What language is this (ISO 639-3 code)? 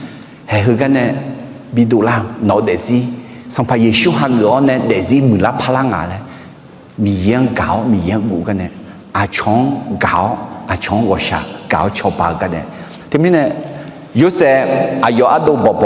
ahk